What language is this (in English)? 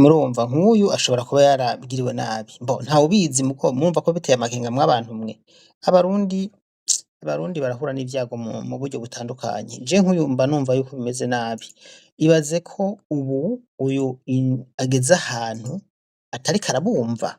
Rundi